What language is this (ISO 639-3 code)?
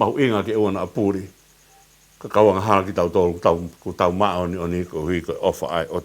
ton